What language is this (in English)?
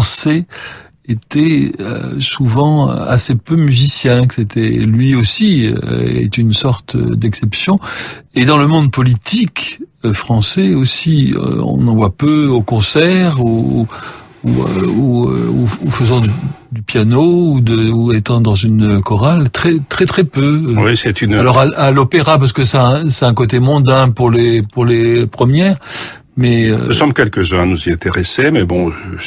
French